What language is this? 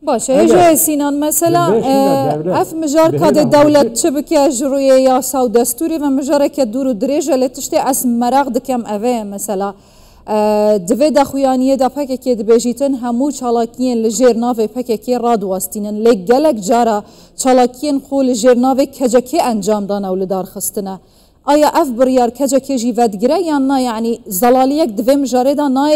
Kurdish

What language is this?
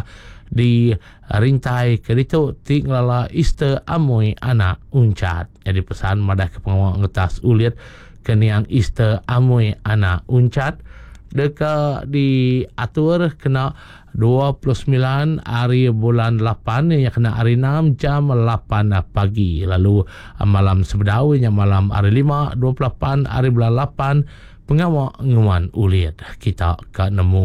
Iban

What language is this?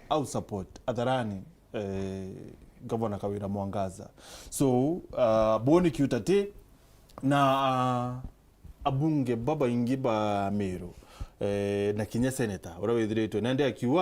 Meru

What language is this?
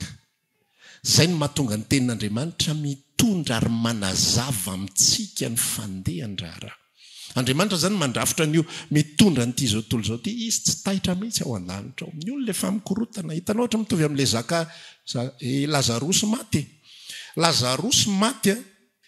Malagasy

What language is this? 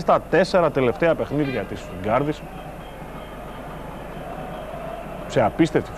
Greek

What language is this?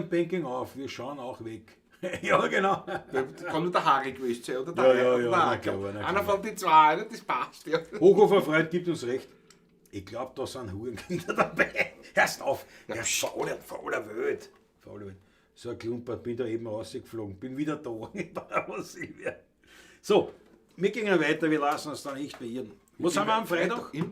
Bavarian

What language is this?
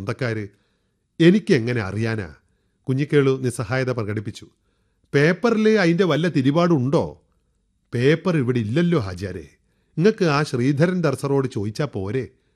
Malayalam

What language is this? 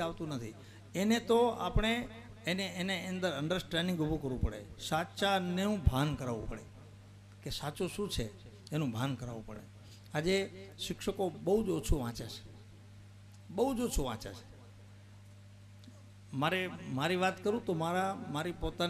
Gujarati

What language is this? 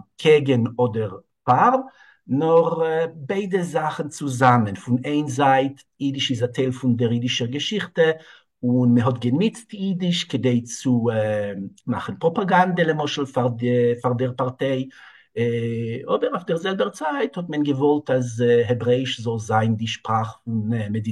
Yiddish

